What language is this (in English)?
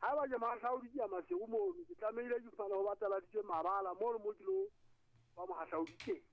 Southern Sotho